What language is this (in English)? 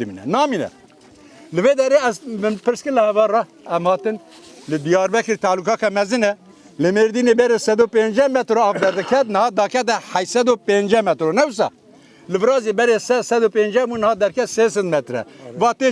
Kurdish